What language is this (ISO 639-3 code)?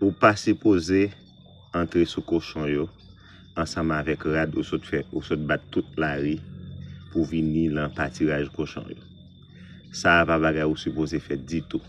hat